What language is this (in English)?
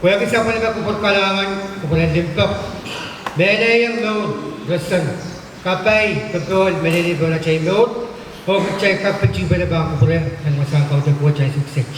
Pohnpeian